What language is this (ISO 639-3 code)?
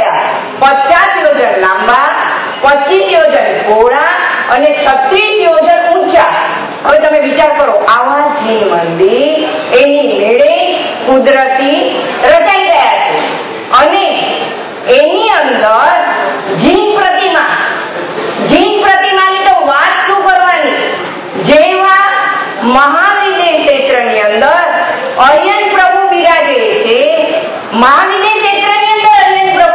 guj